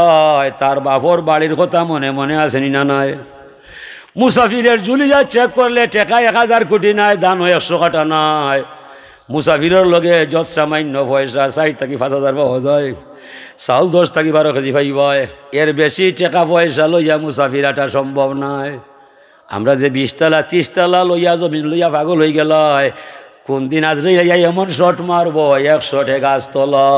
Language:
Sylheti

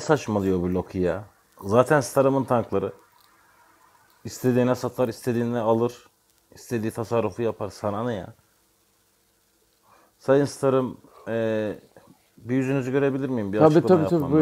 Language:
Turkish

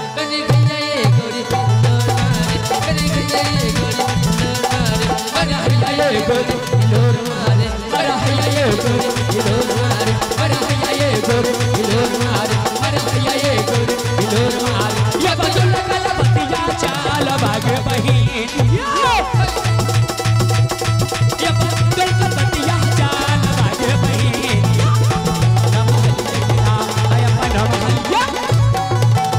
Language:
Bhojpuri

